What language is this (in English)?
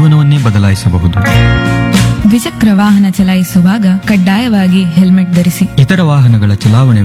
Kannada